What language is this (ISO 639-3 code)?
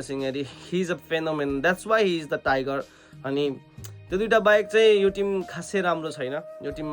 nep